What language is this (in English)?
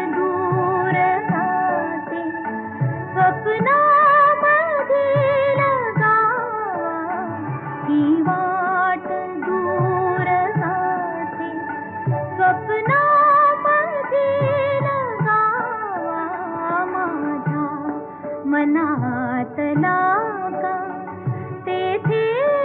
Marathi